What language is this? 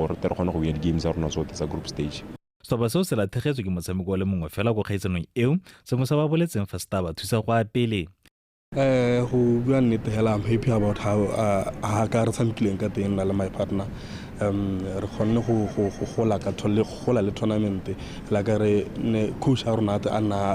Tswana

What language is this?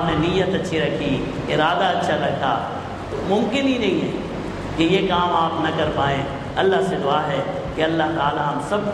Urdu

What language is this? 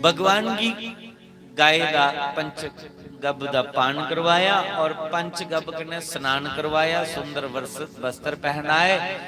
Dogri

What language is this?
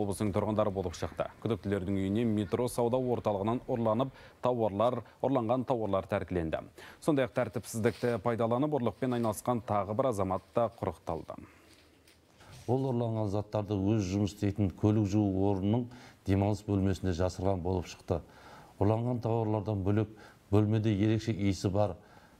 Kazakh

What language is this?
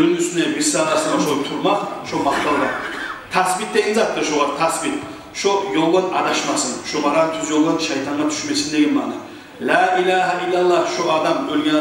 Kumyk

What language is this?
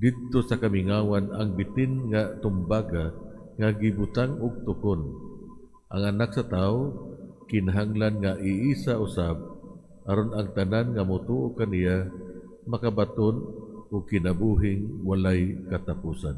Cebuano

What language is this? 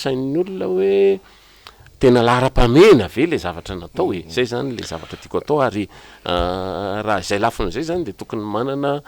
Malagasy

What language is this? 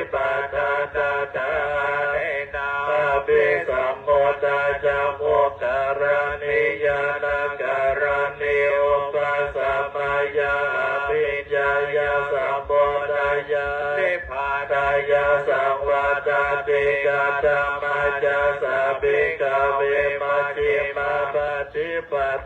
Pali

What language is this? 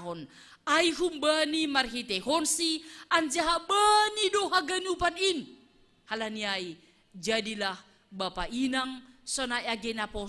Batak Simalungun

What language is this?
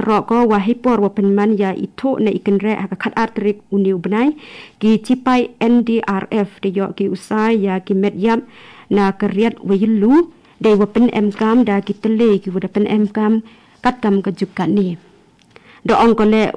Garo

